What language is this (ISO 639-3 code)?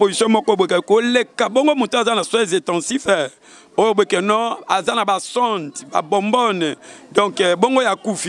lin